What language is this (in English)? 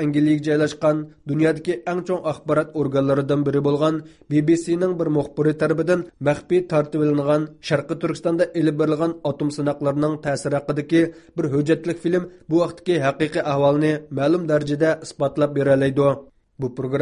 Uyghur